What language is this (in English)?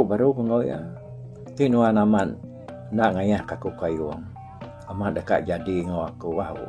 Iban